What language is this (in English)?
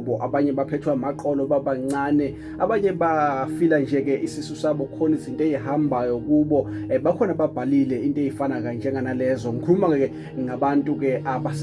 Zulu